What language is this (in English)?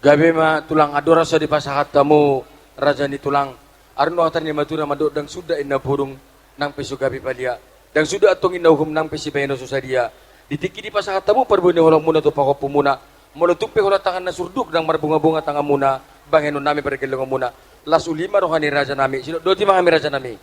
Batak Toba